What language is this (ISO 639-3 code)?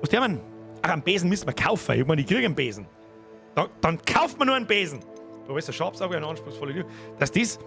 bar